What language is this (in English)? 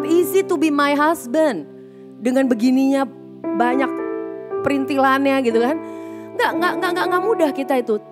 Indonesian